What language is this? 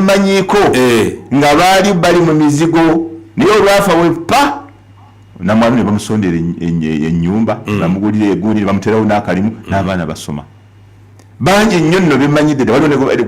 Ganda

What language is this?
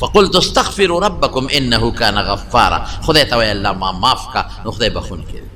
Pashto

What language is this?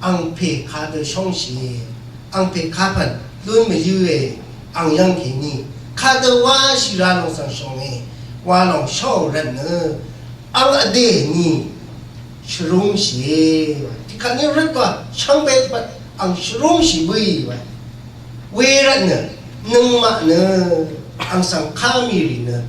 Rawang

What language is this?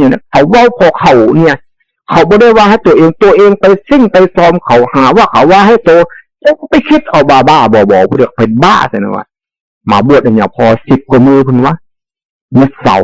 Northeastern Thai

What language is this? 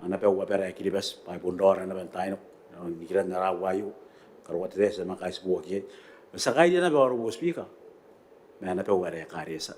Gilbertese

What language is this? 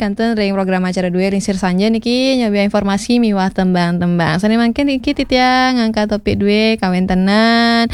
Balinese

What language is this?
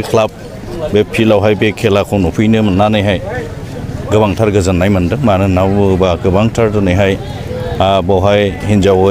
Bodo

